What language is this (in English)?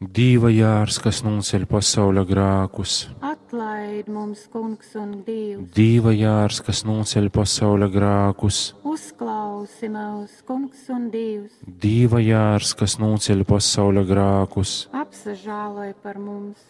Latgalian